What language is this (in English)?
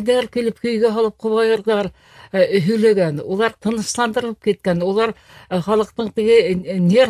Bashkir